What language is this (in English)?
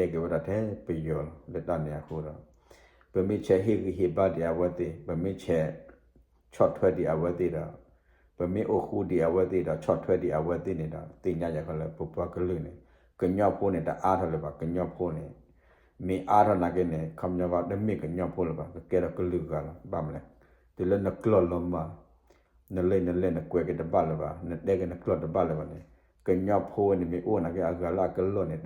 S'gaw Karen